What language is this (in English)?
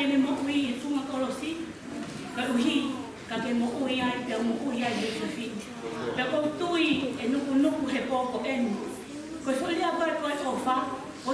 Tongan